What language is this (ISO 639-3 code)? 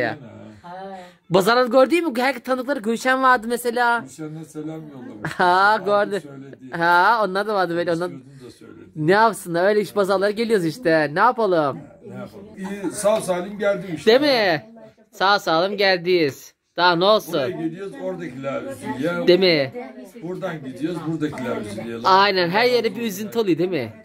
tur